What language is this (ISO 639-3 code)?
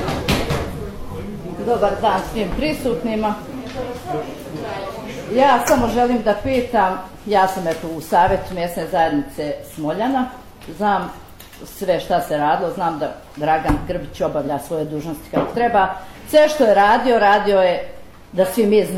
bos